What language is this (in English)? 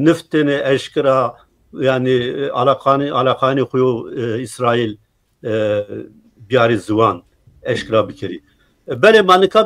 Zaza